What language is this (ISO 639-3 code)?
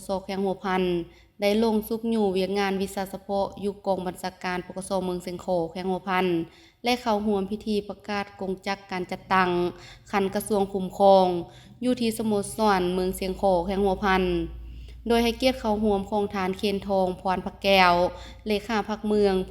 lao